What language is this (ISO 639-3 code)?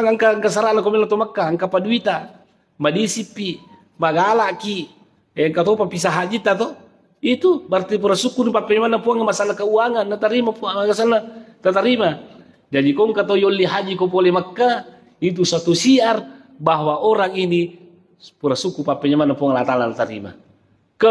bug